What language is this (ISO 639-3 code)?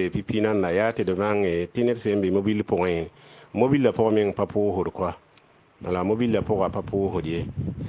mos